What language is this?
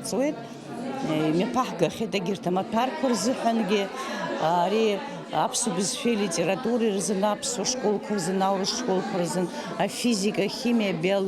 Abkhazian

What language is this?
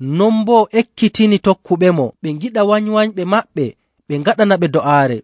Nigerian Fulfulde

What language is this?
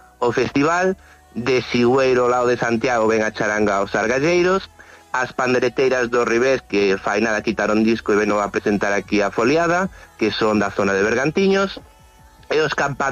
Galician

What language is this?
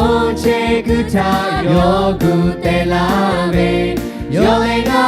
Lahu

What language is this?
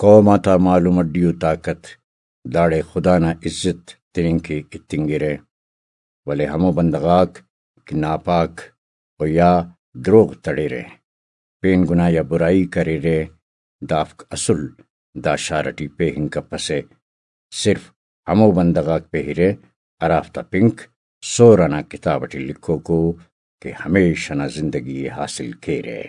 Brahui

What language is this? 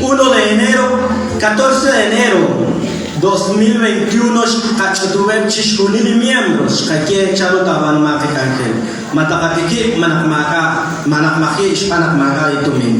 Kekchí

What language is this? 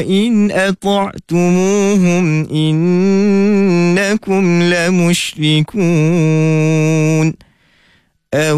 Arabic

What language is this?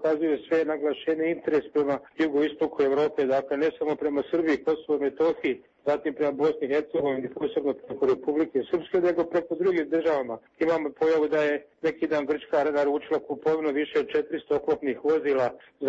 Serbian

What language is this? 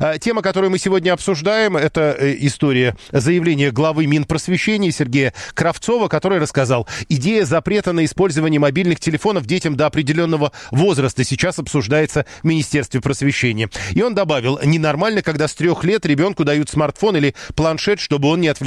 Russian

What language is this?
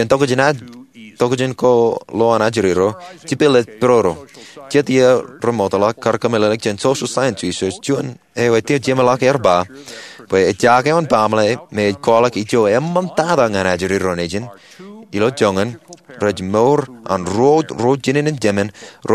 Marshallese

